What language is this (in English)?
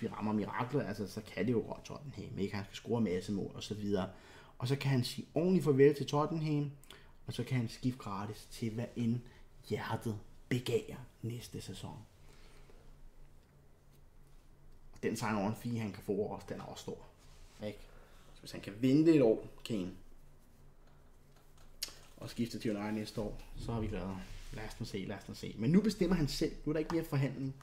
Danish